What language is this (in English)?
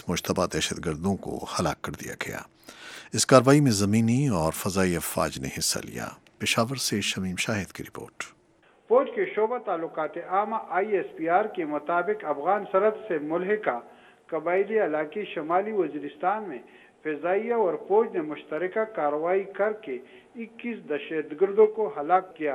Urdu